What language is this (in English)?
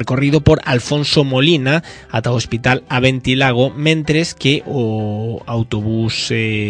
Galician